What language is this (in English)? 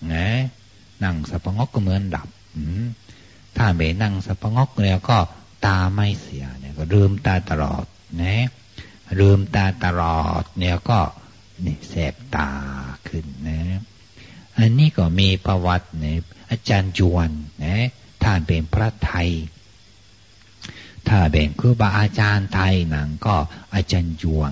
Thai